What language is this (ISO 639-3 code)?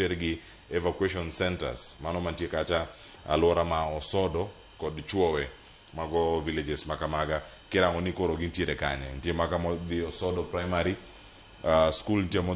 luo